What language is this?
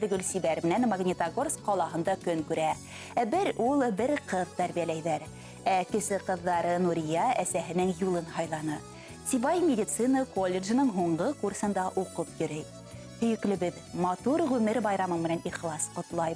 Bashkir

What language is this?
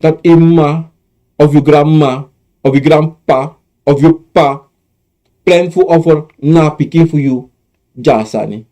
Sranan Tongo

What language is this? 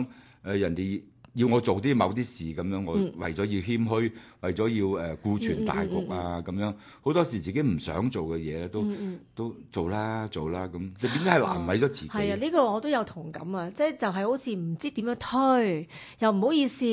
Cantonese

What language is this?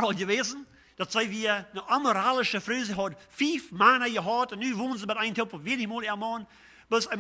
Plautdietsch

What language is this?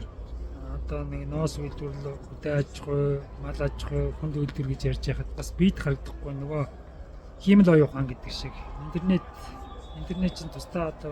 Mongolian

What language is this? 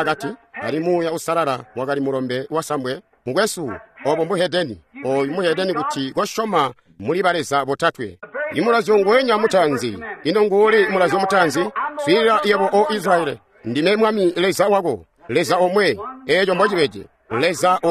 Tonga (Zambia)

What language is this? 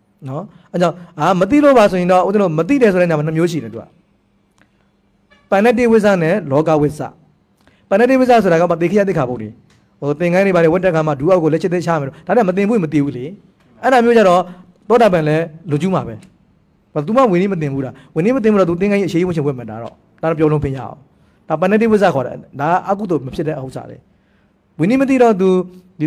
Burmese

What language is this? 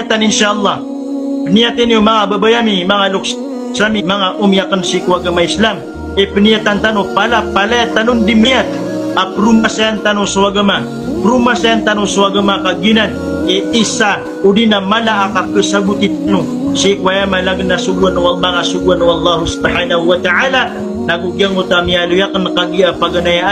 Maranao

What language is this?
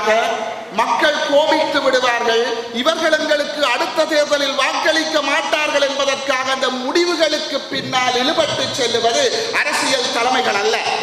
Tamil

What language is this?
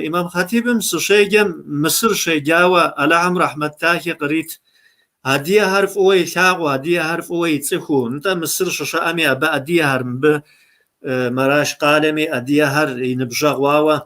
Kabardian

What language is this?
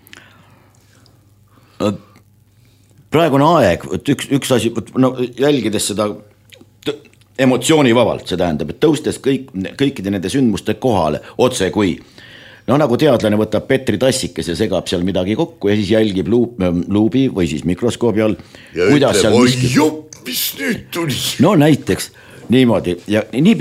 Estonian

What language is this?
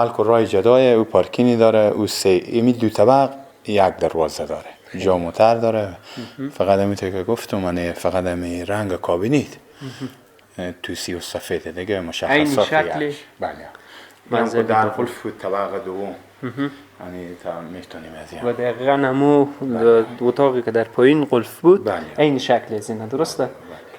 Persian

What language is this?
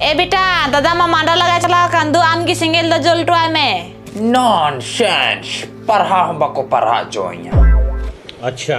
Santali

